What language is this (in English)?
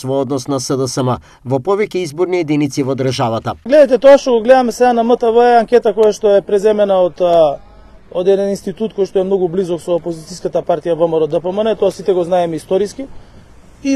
Macedonian